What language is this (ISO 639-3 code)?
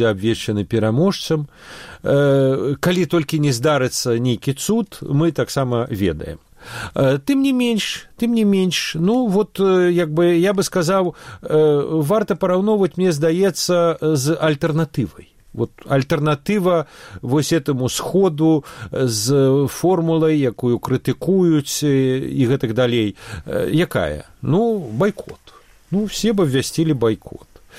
bel